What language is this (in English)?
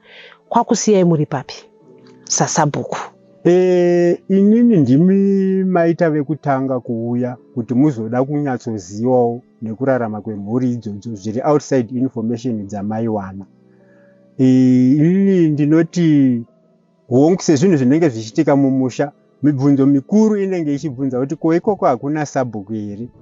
Shona